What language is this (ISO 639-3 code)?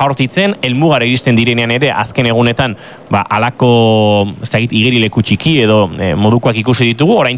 eus